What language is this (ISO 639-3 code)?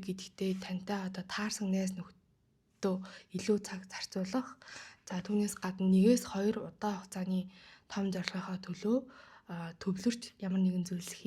mon